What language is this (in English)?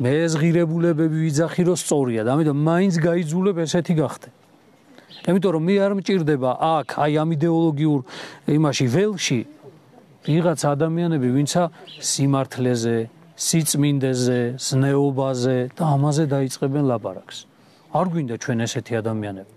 Georgian